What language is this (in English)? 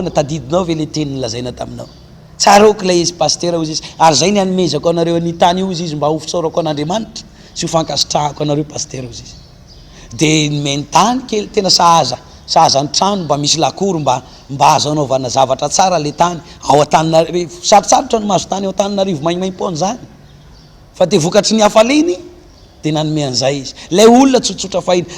Malagasy